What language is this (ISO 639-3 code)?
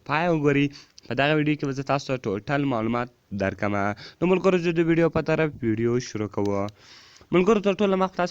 pus